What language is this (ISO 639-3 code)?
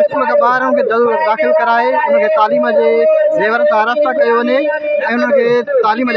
snd